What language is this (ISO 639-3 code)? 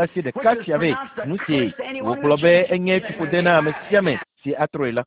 ewe